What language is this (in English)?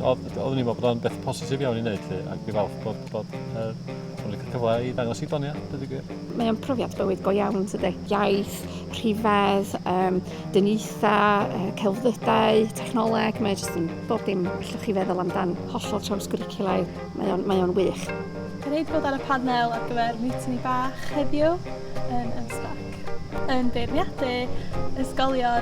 Welsh